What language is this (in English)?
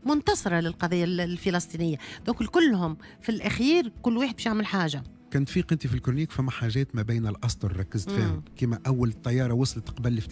Tunisian Arabic